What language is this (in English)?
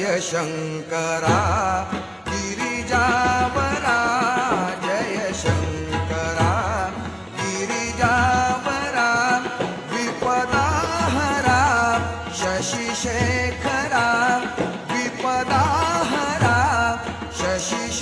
Marathi